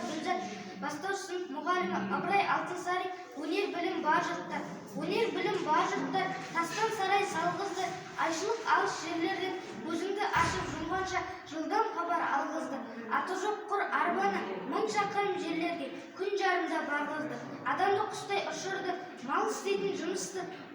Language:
Kazakh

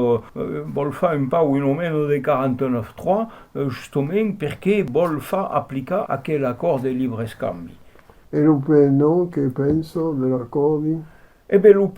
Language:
Occitan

